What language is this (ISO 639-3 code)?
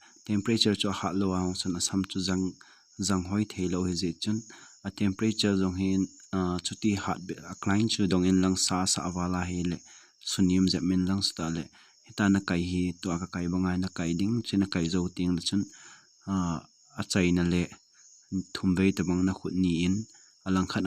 tcz